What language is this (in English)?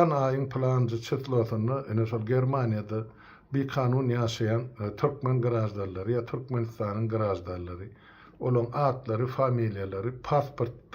Turkmen